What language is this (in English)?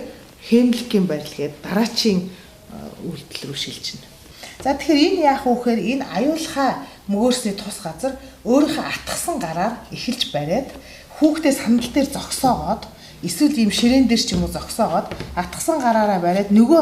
Mongolian